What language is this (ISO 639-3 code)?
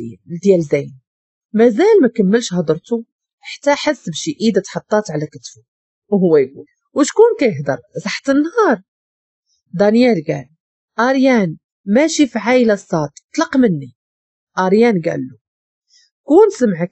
ary